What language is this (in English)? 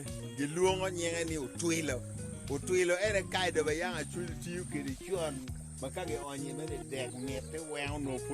Acoli